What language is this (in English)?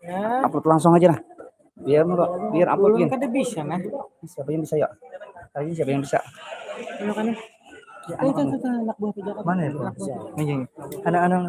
Banjar